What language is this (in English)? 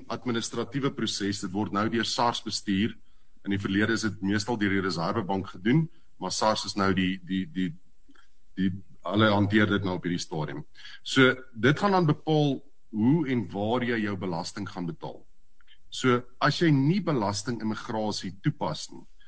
Afrikaans